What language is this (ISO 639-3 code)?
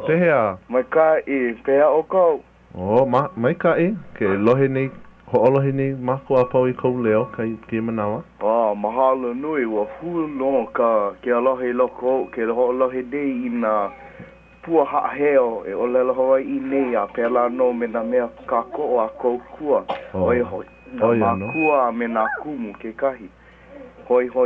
haw